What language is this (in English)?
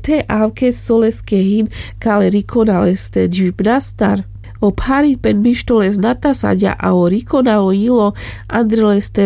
Carpathian Romani